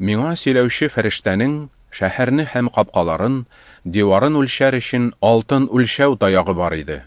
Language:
Tatar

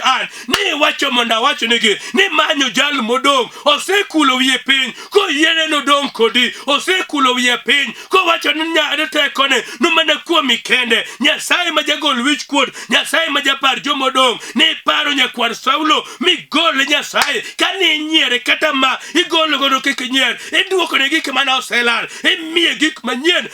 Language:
Luo (Kenya and Tanzania)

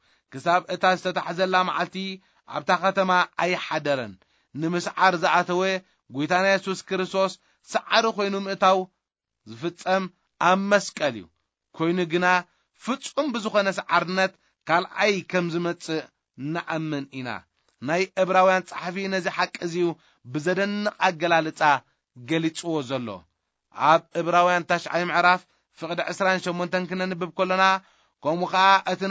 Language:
Tigrinya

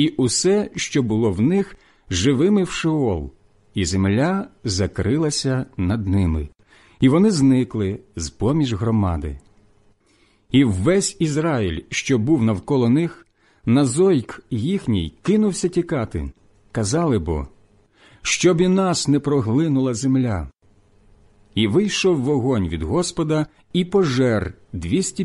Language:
Ukrainian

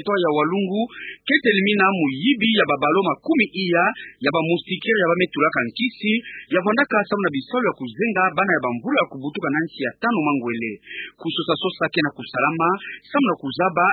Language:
Kituba (Democratic Republic of Congo)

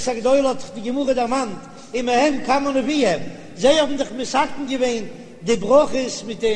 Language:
Yiddish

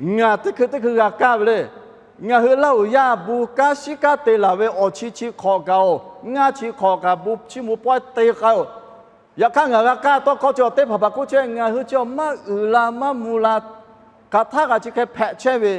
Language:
Lahu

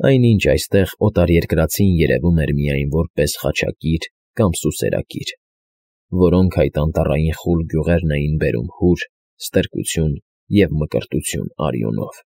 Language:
Armenian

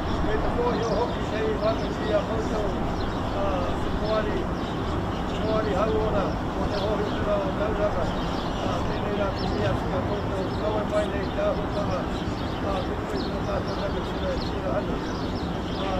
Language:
Māori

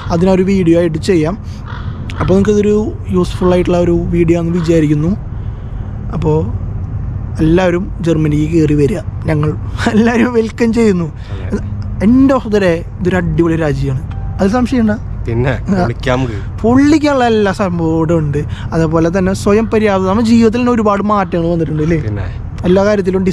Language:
Malayalam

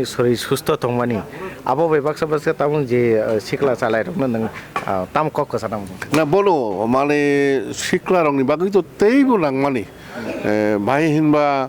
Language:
Kok Borok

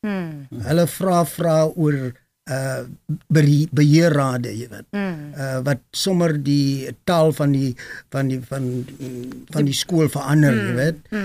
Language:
Afrikaans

